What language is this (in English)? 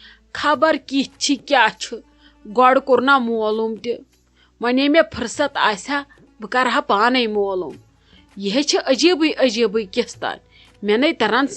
Kashmiri